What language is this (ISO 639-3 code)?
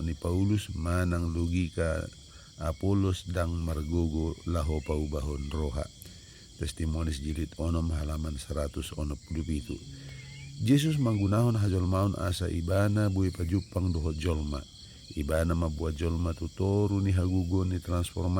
bbc